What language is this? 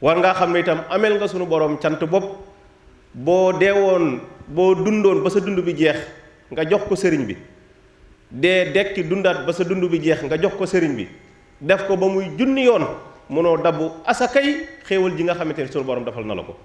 Wolof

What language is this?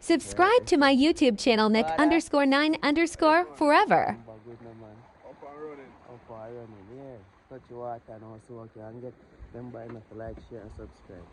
Jamaican Creole English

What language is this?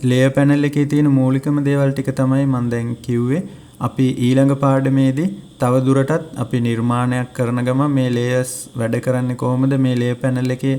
Sinhala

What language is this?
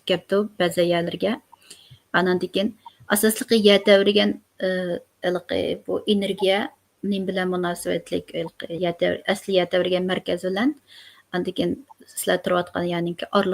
Uyghur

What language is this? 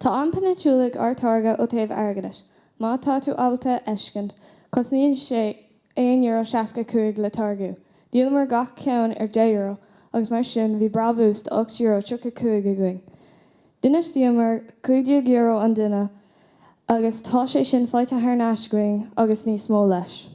Irish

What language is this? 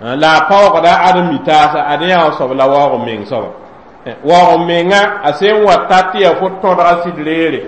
Mossi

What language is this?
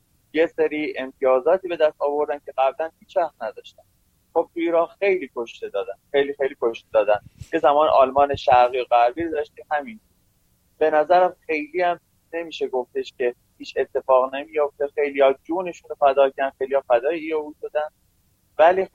Persian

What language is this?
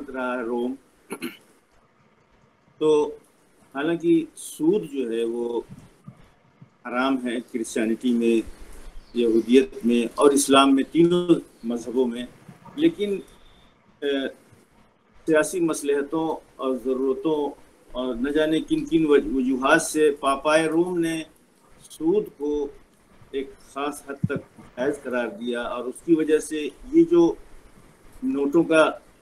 Urdu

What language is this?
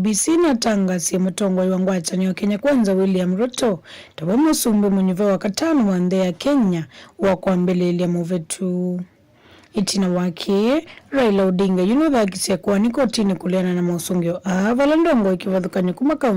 Kamba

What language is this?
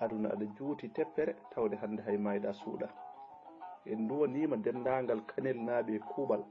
Fula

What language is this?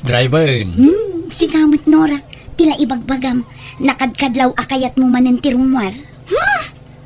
Iloko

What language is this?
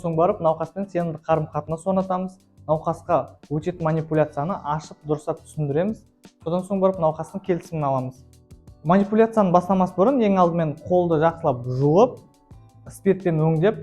Kazakh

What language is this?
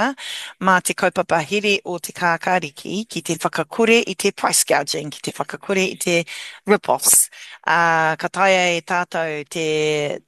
Māori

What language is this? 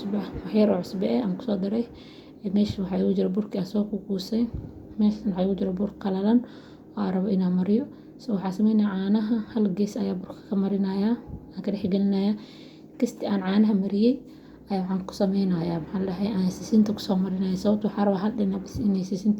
Somali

